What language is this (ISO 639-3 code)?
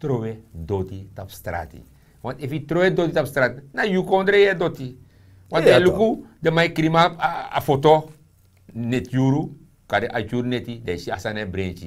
srn